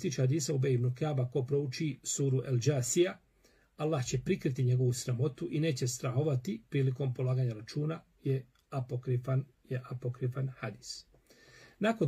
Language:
Bosnian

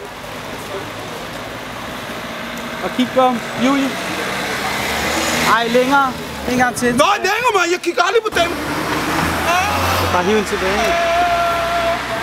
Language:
Danish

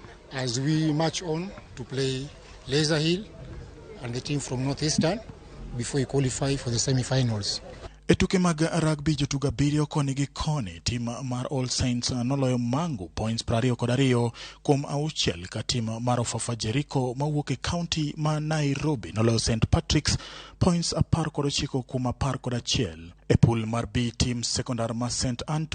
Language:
Luo (Kenya and Tanzania)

